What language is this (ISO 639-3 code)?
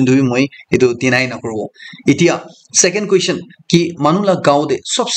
nag